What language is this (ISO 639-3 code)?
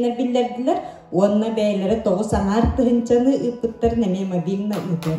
sah